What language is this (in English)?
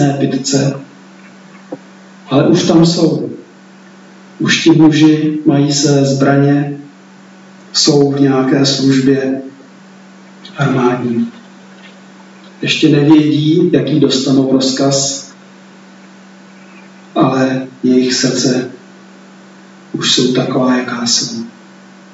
Czech